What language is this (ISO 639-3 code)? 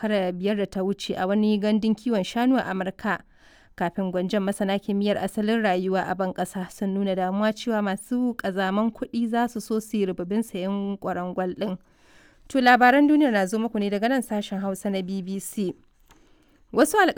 hau